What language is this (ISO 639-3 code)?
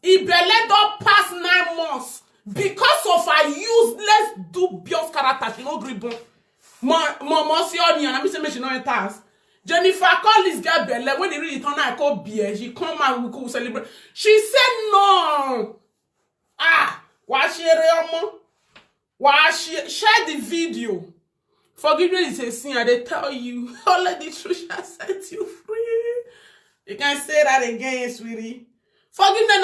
pcm